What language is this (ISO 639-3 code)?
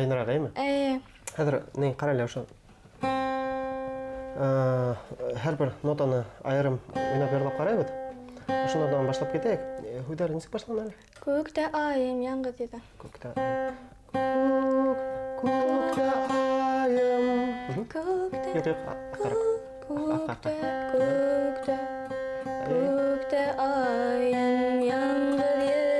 bak